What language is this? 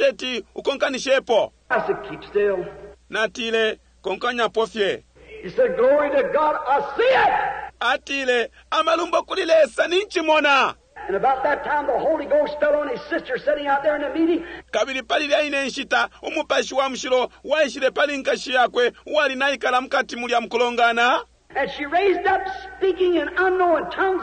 Bemba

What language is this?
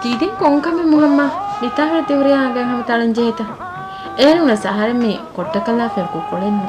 Divehi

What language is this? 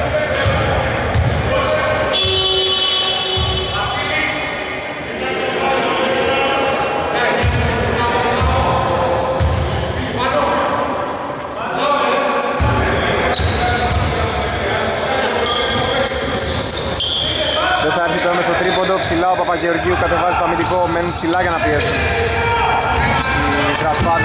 Greek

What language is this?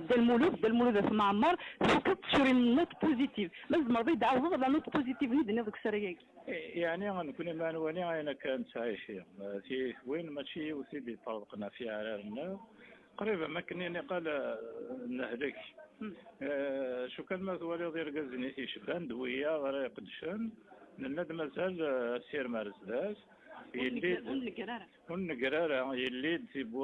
Kabyle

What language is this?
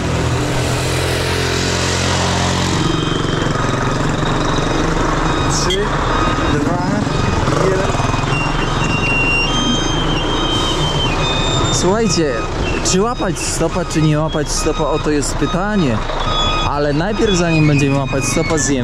Polish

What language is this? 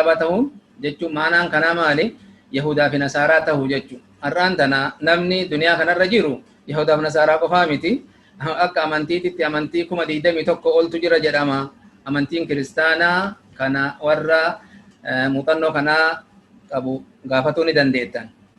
Oromo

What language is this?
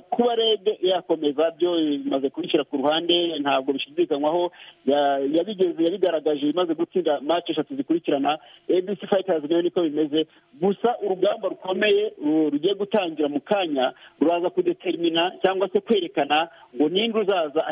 Kinyarwanda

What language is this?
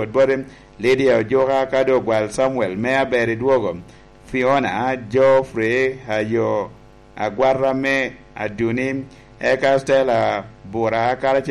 Lango (Uganda)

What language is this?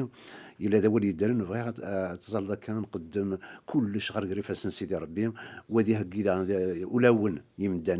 Kabyle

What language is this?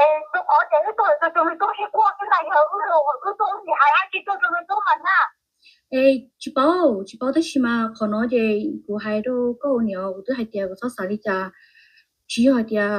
Hmong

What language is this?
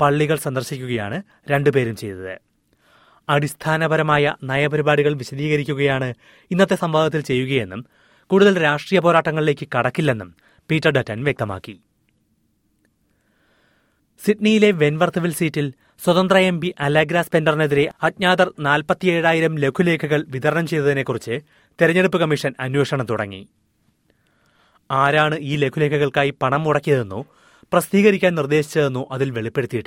Malayalam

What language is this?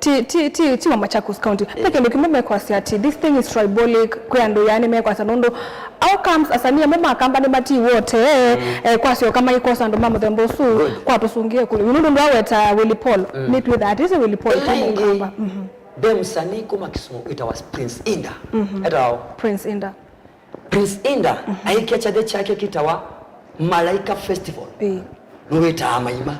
Kamba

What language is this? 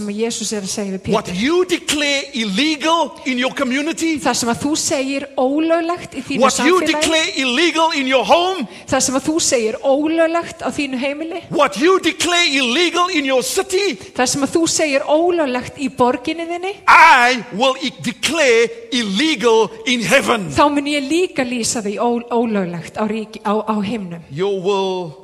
Icelandic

